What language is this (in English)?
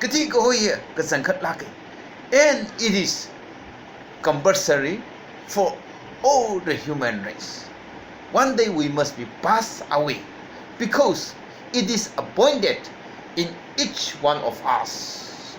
Tangkhul Naga (India)